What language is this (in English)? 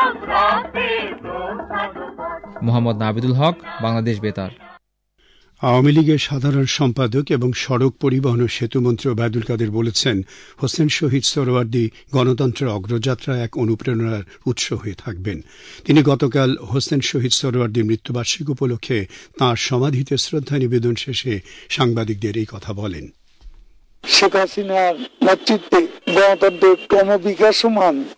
Bangla